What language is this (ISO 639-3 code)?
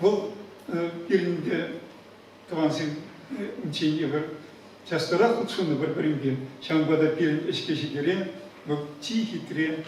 chv